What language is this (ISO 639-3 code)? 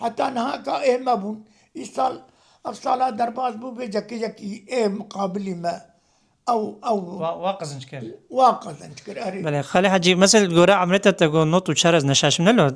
kur